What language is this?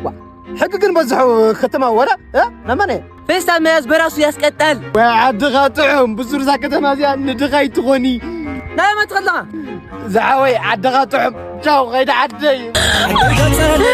Tigrinya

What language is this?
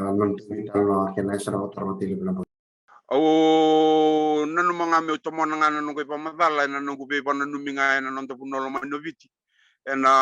Fijian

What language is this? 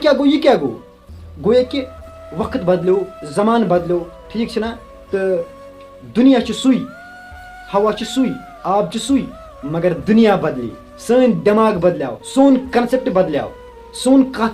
Kashmiri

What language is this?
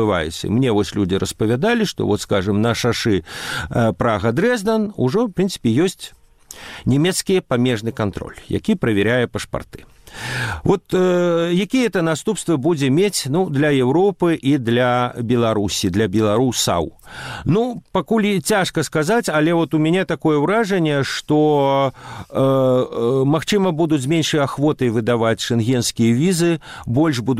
Belarusian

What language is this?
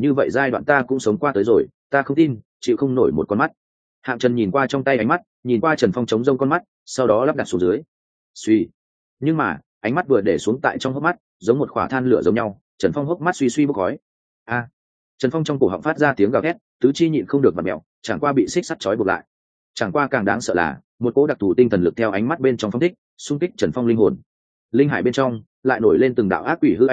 Vietnamese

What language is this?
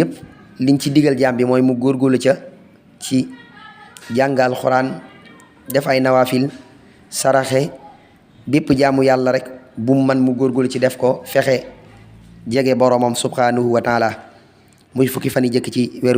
Wolof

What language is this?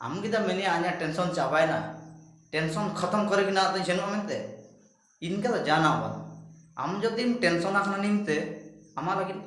Ho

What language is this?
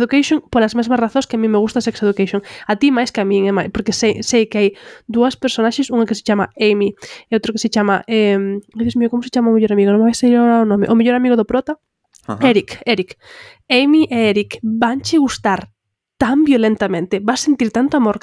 Galician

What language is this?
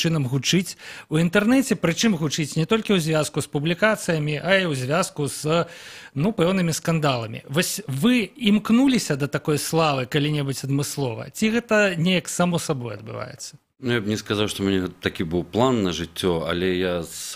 Belarusian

